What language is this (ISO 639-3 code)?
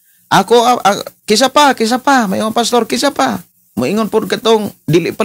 ceb